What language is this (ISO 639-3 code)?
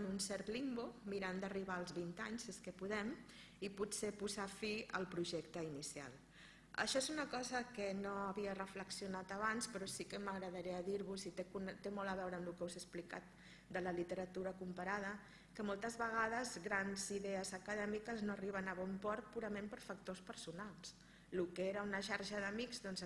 cat